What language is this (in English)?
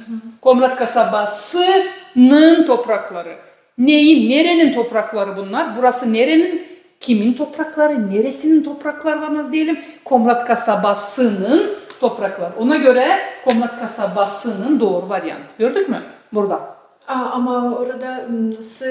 Gagauz